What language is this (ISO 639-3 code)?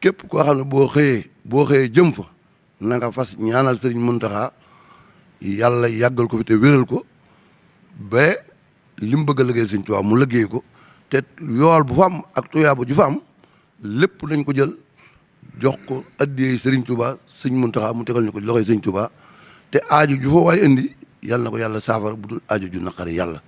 wol